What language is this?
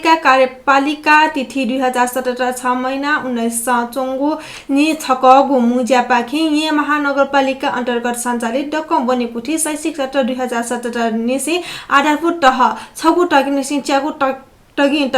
Newari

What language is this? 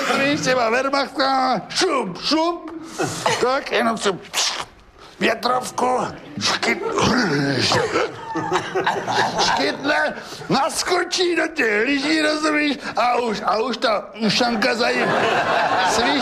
Czech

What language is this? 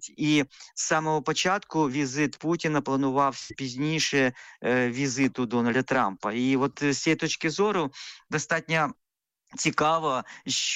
Ukrainian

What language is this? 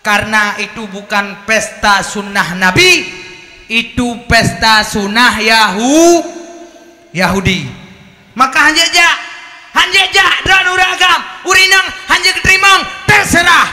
Achinese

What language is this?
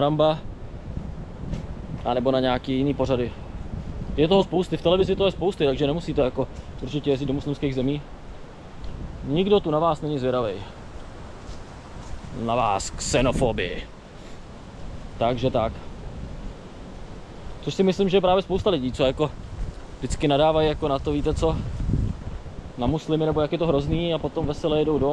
Czech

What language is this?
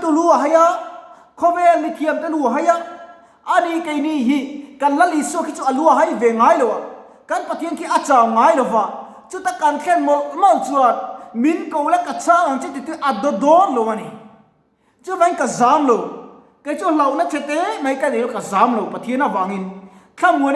Mizo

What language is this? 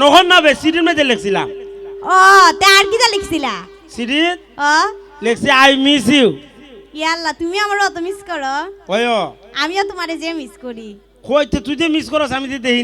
Sylheti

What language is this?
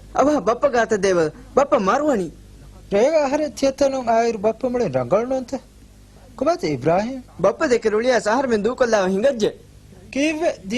Divehi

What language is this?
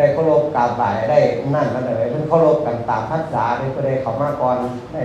Northeastern Thai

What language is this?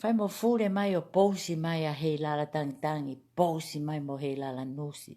Tongan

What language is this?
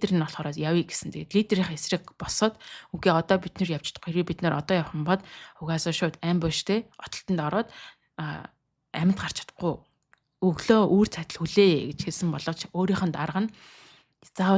Mongolian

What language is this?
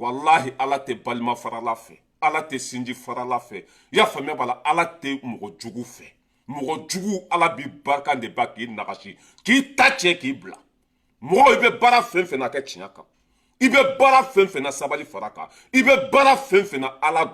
Bambara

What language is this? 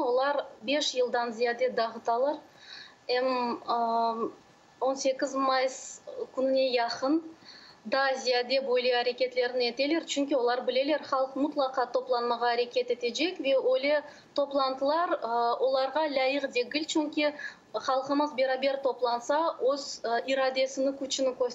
Crimean Tatar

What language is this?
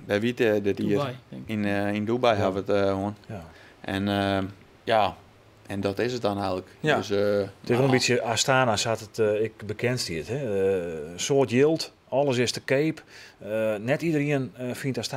Western Frisian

